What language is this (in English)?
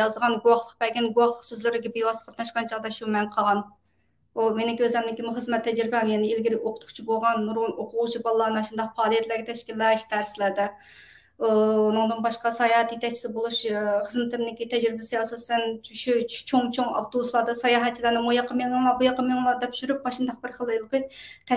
Uyghur